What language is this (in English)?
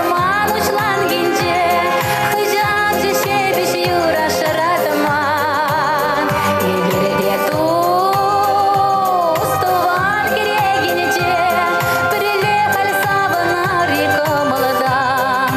Chuvash